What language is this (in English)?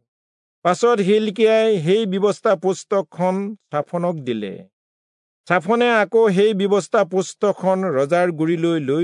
Assamese